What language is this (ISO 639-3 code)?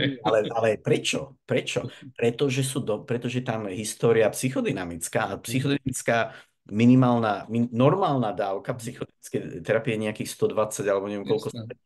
slk